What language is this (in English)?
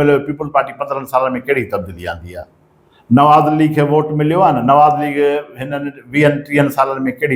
Sindhi